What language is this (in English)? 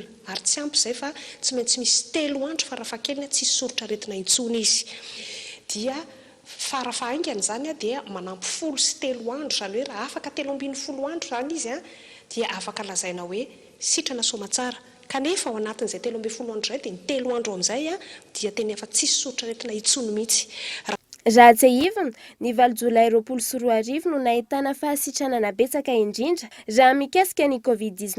Malagasy